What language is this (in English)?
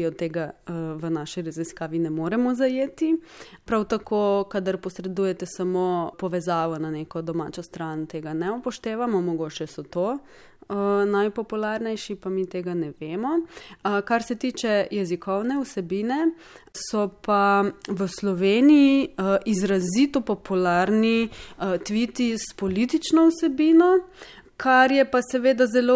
Slovenian